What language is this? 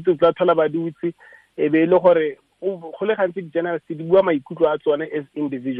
Tswana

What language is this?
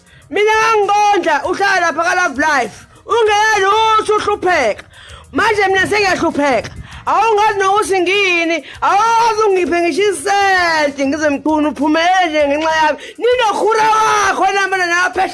Zulu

